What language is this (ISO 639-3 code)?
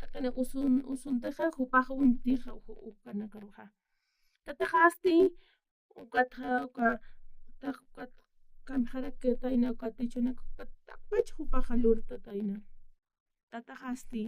aym